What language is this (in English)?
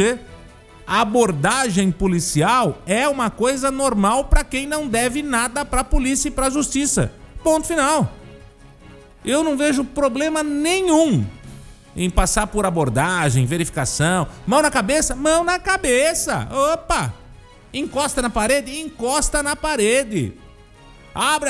Portuguese